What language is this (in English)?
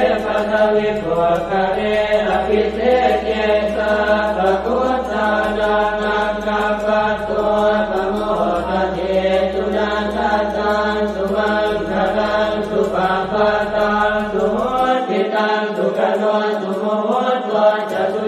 Pali